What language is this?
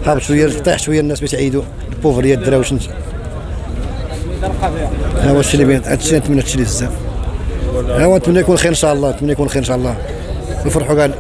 Moroccan Arabic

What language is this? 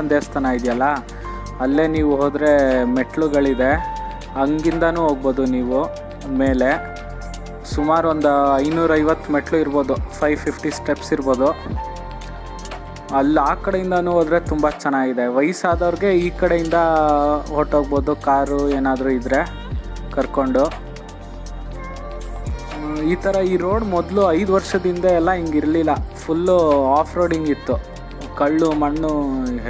Kannada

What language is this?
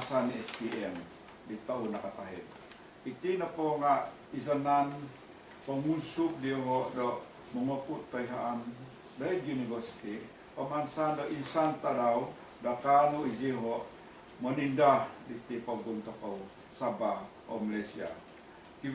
Central Dusun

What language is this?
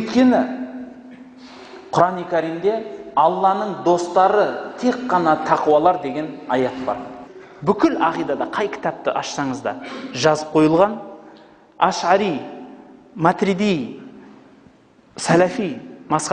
Kazakh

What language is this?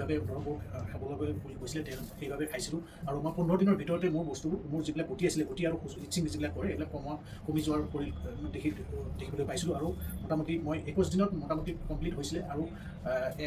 Assamese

